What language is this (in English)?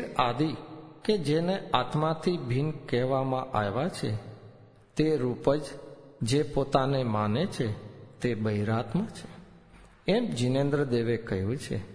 Gujarati